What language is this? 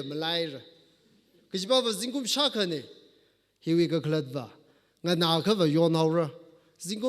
Tangkhul Naga (India)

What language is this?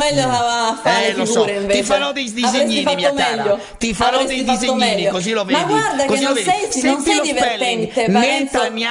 Italian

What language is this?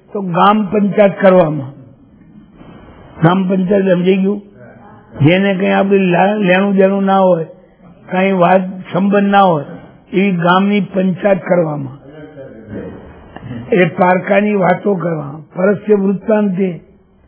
Gujarati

